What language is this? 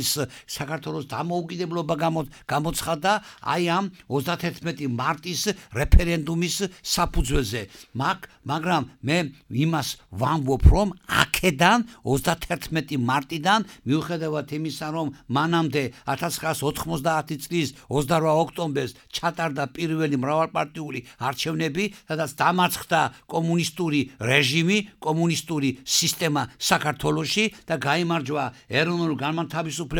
Georgian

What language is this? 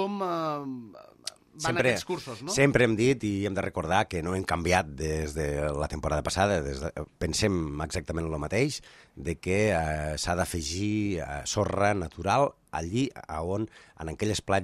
Catalan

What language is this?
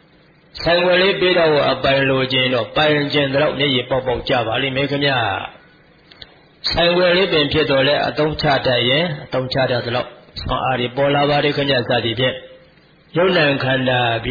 Burmese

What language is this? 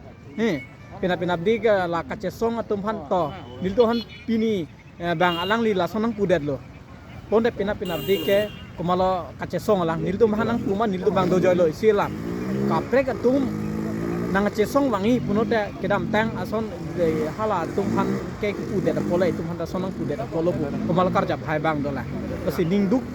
Karbi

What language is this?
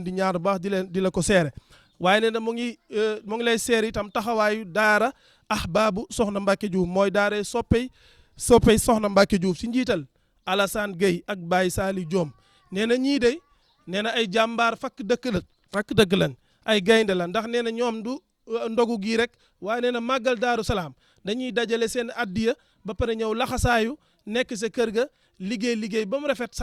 Wolof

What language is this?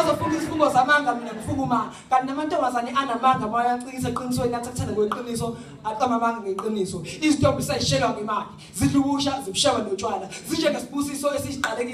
Zulu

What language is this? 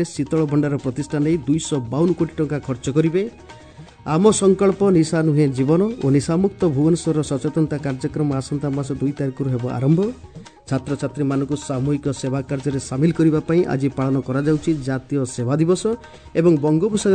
Odia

